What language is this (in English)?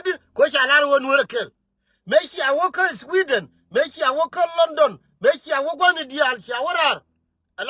Nuer